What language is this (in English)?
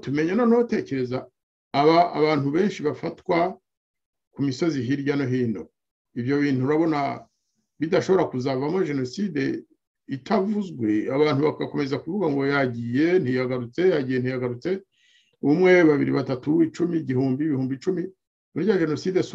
Kinyarwanda